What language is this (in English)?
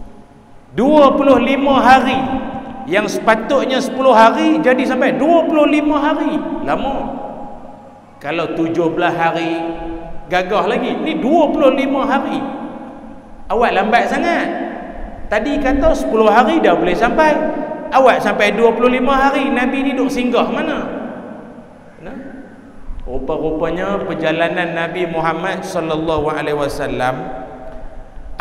Malay